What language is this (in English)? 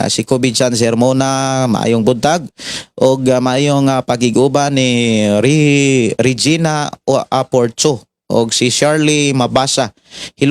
Cebuano